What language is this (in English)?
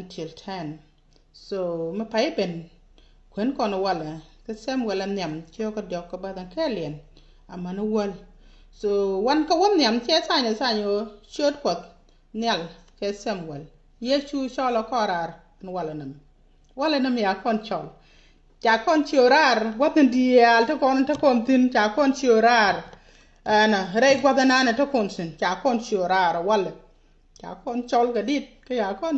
Nuer